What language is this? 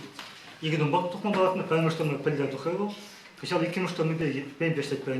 Chuvash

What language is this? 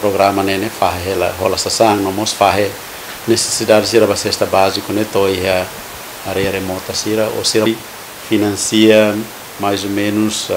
Tetum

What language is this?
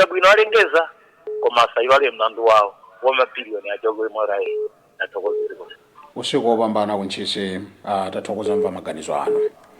Nyanja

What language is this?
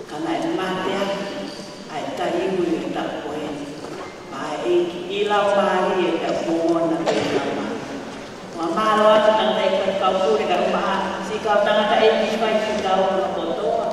Tongan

